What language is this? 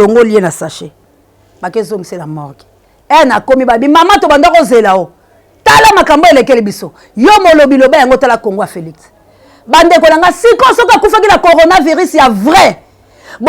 Lingala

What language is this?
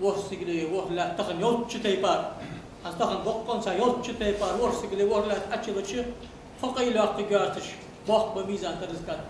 Ingush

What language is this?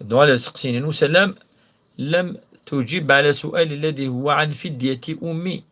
Kabyle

